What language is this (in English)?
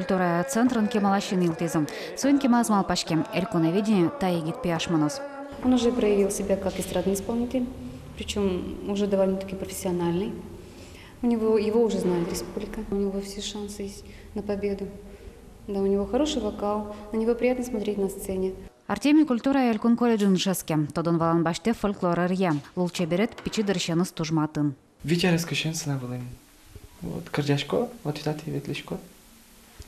Udmurt